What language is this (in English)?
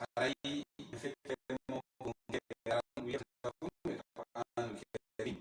Pular